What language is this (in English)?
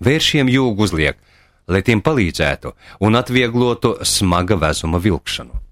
Latvian